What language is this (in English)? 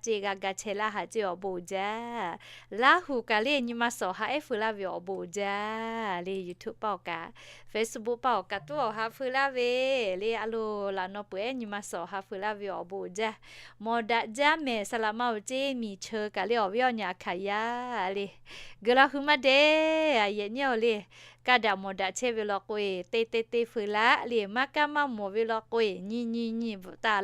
Lahu